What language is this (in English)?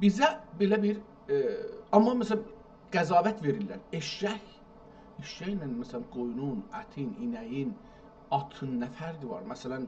South Azerbaijani